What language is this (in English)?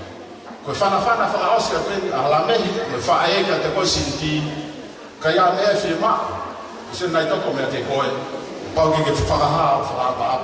Tongan